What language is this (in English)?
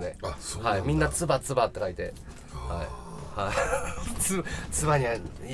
Japanese